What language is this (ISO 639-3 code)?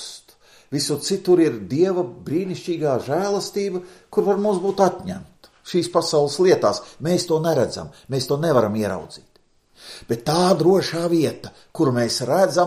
lav